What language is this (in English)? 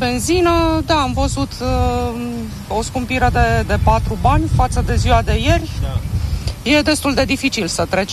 Romanian